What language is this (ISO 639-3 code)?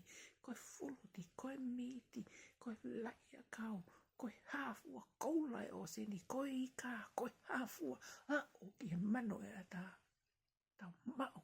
ton